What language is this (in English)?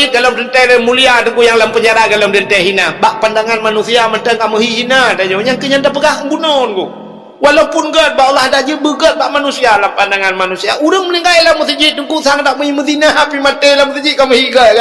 Achinese